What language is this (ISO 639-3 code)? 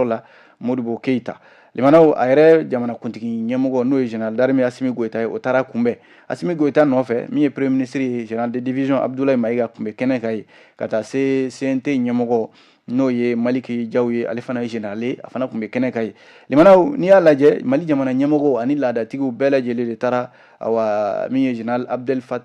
bam